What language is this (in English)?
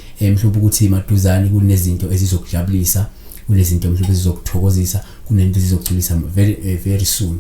Zulu